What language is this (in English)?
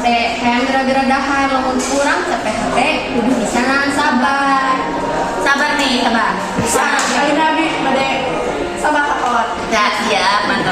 Sundanese